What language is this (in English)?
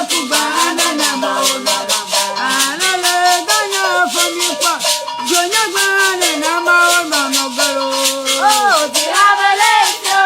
Ewe